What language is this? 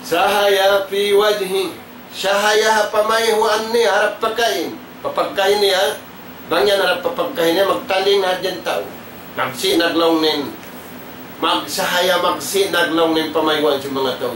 Tausug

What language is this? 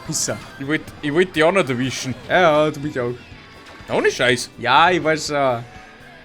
Bavarian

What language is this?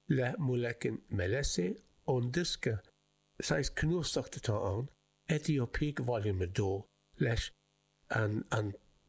Irish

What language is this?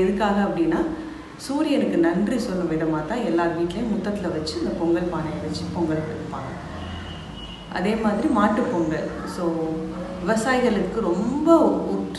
Tamil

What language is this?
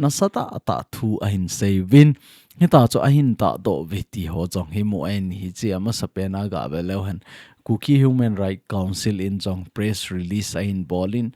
Thado Chin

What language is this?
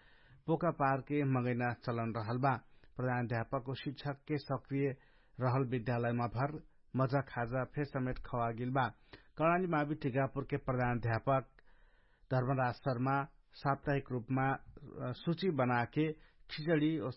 Dangaura Tharu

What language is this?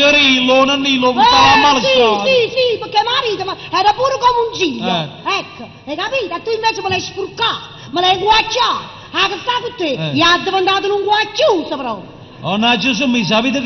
Neapolitan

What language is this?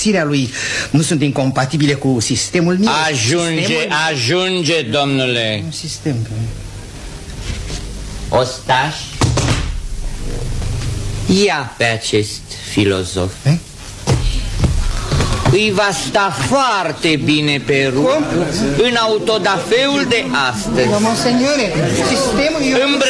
Romanian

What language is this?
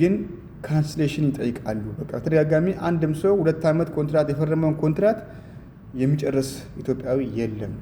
Amharic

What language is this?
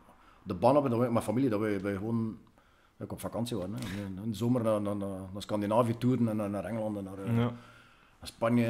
Dutch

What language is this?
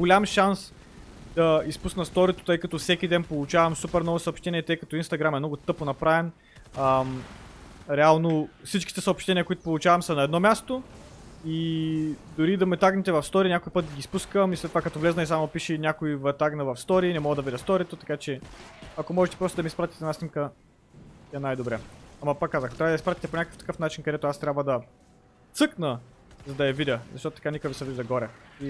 Bulgarian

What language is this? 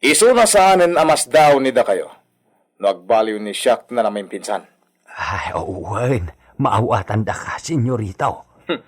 Iloko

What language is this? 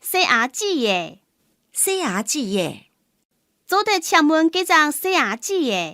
Hakka Chinese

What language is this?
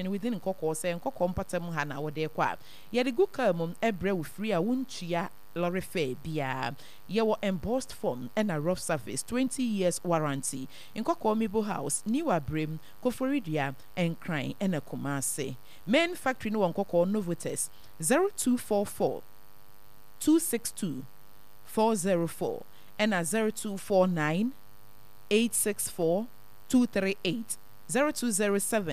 Akan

